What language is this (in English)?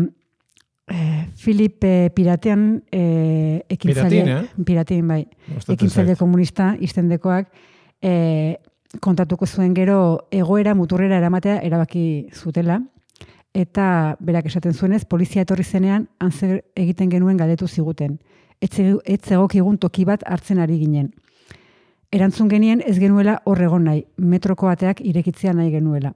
Basque